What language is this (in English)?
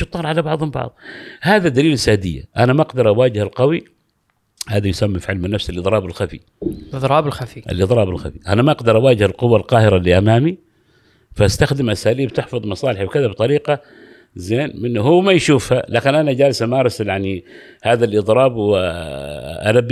Gulf Arabic